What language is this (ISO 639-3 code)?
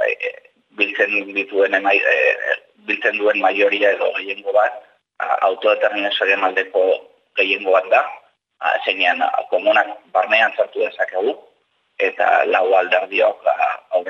eus